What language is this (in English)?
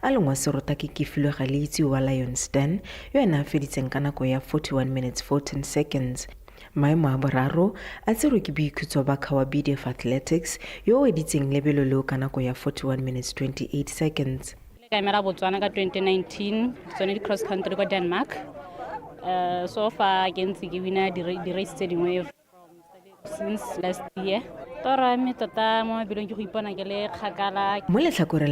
Tswana